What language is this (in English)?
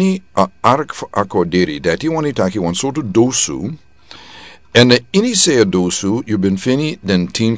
Sranan Tongo